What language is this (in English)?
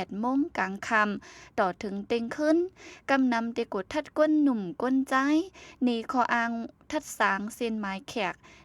Shan